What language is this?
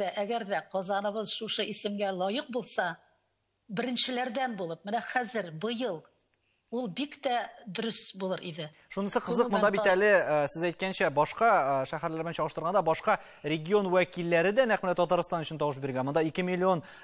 Tatar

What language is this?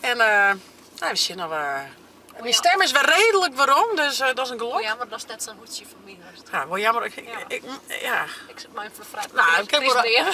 Western Frisian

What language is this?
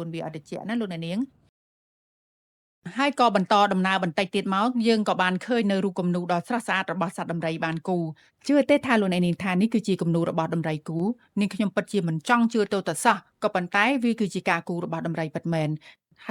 Khmer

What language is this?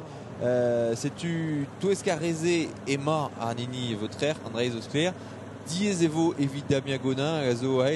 Breton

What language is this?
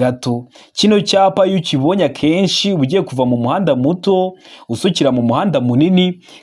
Kinyarwanda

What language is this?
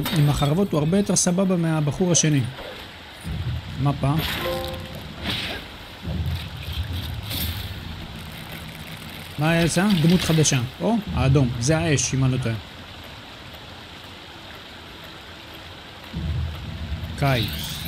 Hebrew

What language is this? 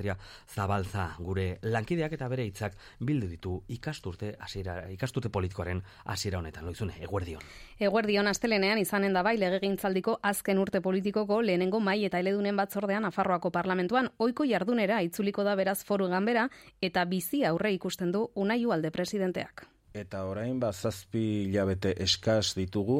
Basque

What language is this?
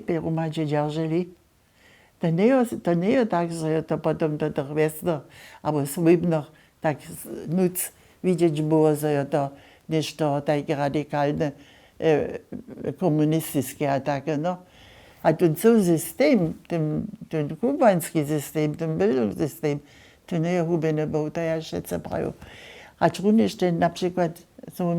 Upper Sorbian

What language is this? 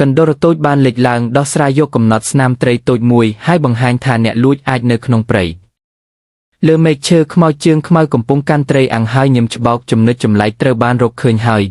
Khmer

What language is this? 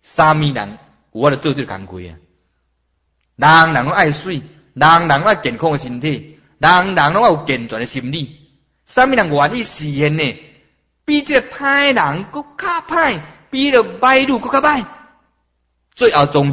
Min Nan Chinese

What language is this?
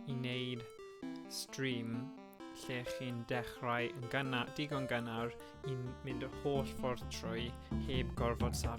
Welsh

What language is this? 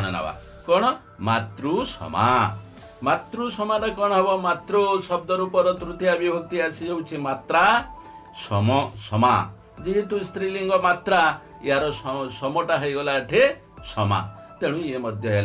Odia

